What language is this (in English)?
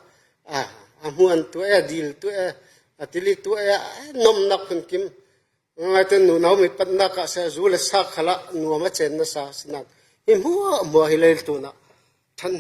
Falam Chin